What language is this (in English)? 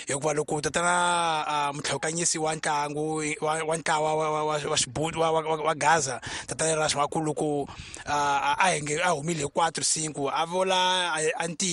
Tsonga